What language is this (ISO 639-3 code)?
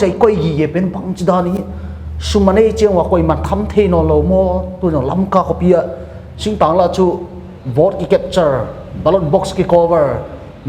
pck